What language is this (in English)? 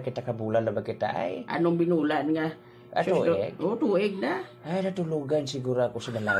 Hiligaynon